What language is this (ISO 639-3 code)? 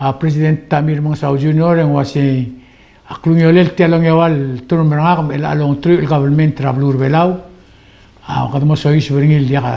pau